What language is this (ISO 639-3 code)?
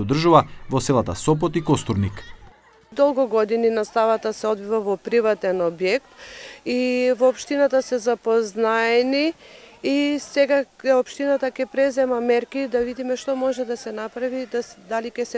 mkd